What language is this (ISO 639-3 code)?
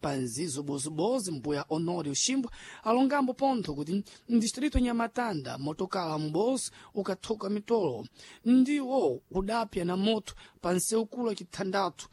seh